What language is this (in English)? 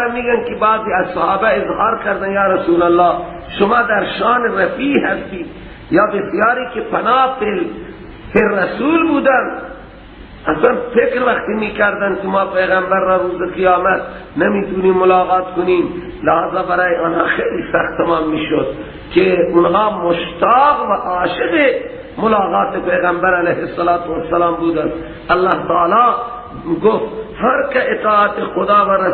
Persian